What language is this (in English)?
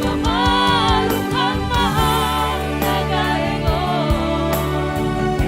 Batak Simalungun